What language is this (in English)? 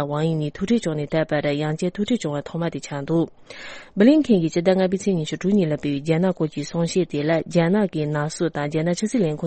Tibetan